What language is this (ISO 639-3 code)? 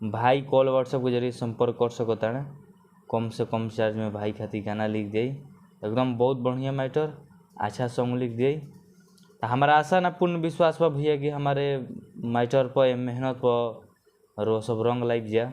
bho